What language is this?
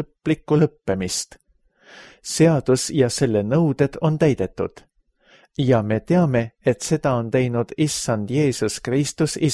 Estonian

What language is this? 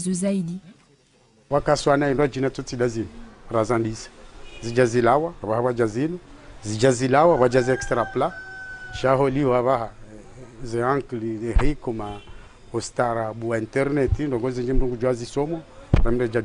Ngazidja Comorian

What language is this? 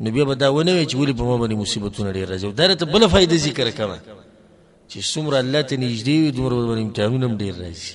Pashto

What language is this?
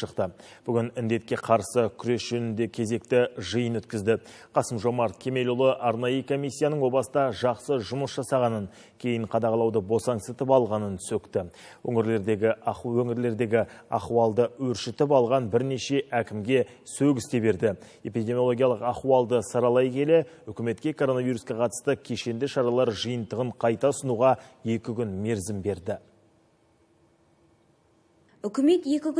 Kazakh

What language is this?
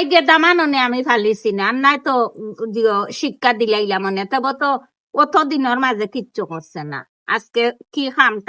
Sylheti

